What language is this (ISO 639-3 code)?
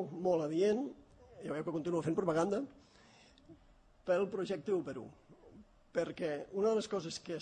cat